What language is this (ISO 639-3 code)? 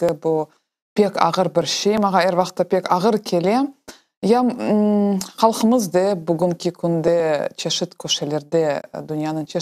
crh